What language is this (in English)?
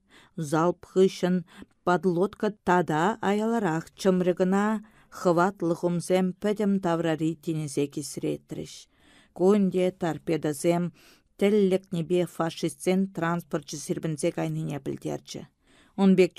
Chuvash